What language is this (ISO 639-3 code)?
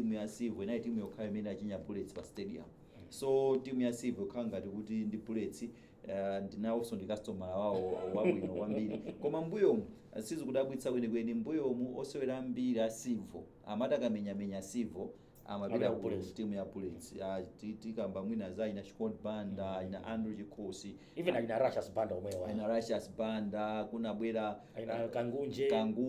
nya